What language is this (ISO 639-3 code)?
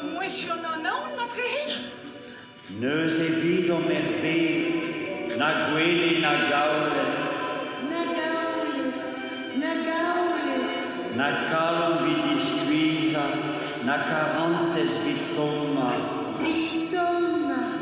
bre